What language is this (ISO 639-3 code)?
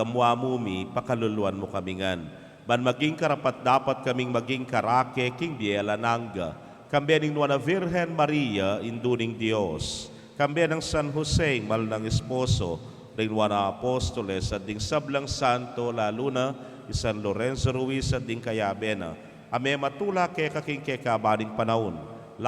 pam